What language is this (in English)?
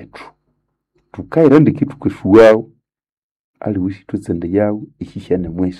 Nande